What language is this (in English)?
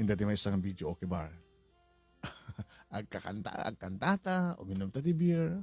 Iloko